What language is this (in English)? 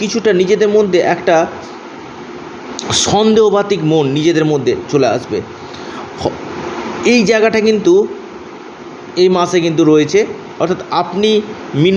Bangla